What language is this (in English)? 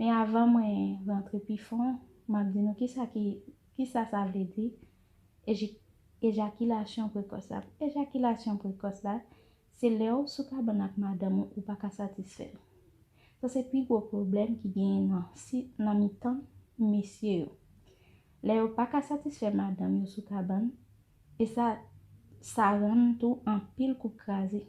Haitian Creole